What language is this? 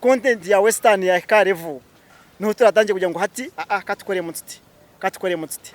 Nyankole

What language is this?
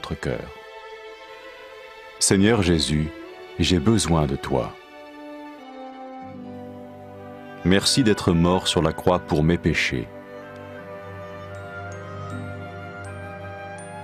French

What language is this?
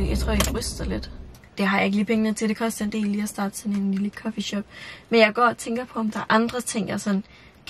Danish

